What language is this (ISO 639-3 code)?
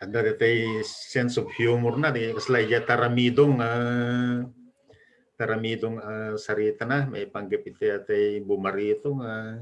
ilo